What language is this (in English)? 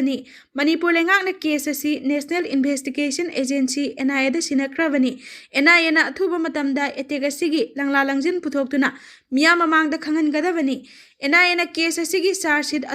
Manipuri